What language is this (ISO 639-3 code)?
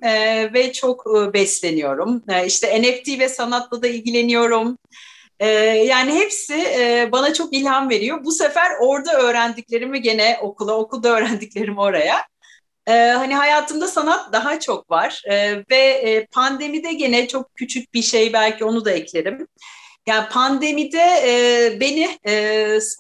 tur